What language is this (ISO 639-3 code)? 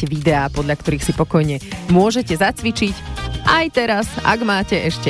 slk